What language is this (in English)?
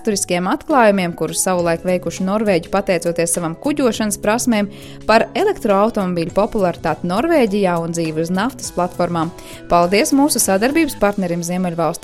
Latvian